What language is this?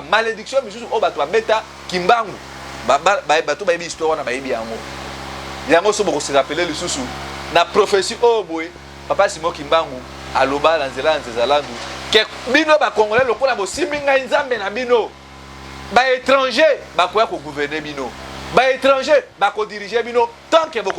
Lingala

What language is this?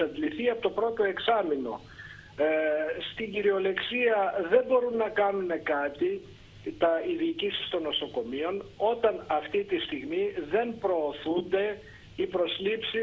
Greek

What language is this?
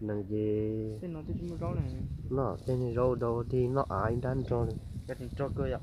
Hmong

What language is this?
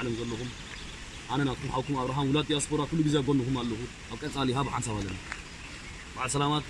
Tigrinya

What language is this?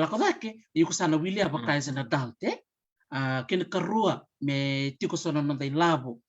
Fijian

